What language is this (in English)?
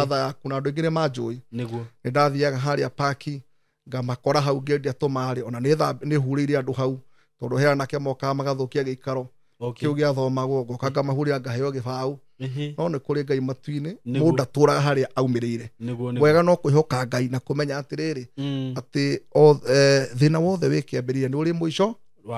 Kikuyu